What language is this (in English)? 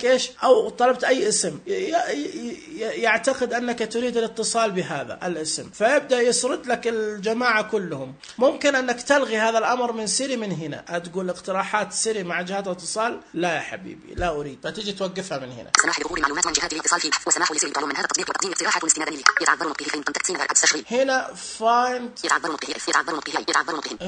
Najdi Arabic